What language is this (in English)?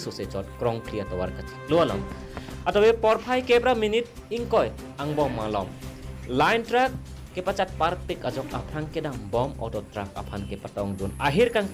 Karbi